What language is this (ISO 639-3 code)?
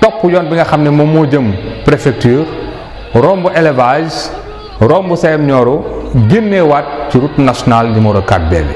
wol